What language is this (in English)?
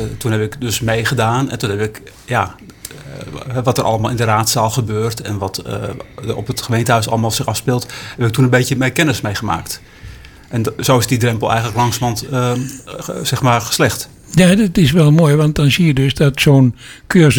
Dutch